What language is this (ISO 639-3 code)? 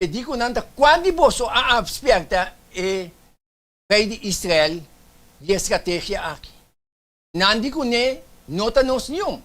pap